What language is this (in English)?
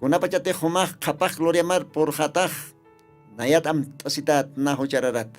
Aymara